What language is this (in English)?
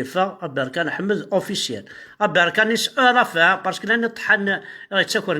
Kabyle